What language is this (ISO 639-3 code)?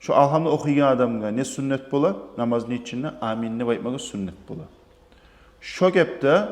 kum